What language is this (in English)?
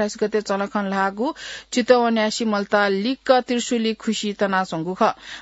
Newari